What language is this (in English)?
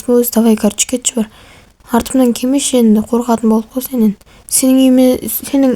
Kazakh